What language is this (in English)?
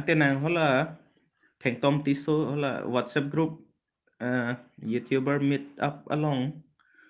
Karbi